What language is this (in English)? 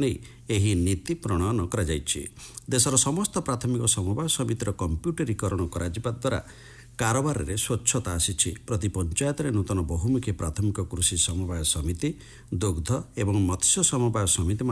Odia